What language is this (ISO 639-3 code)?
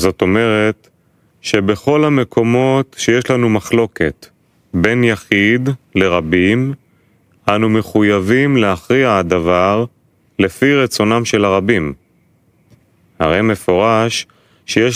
heb